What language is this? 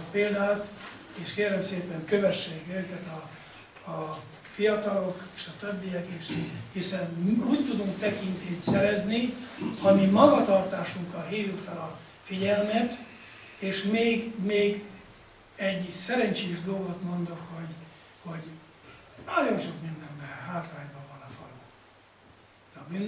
Hungarian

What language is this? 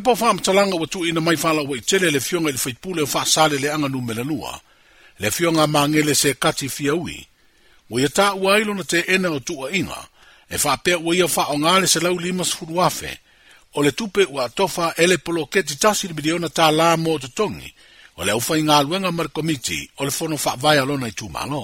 Samoan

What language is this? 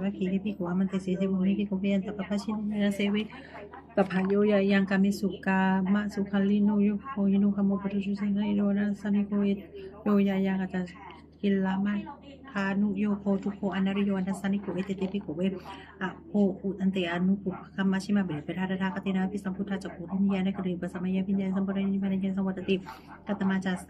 Pali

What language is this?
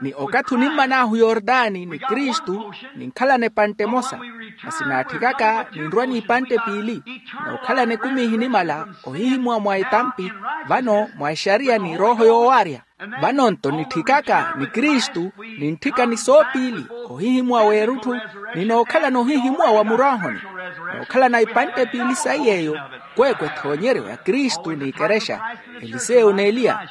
Makhuwa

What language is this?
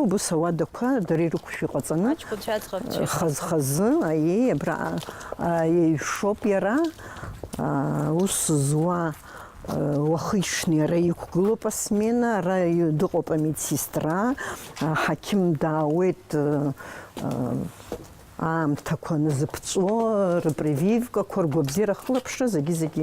Abkhazian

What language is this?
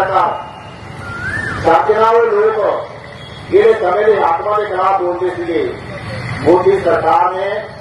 Punjabi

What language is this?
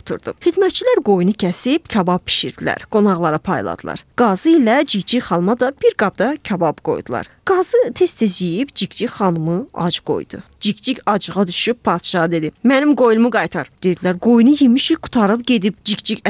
Azerbaijani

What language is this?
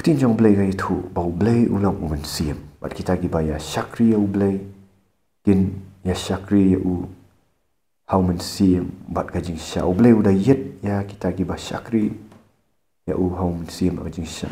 Khasi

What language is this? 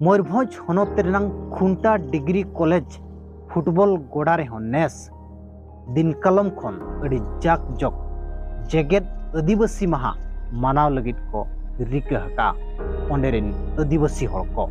Santali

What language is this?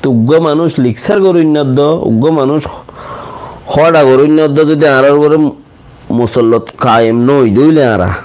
Rohingya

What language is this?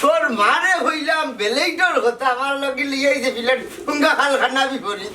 Sylheti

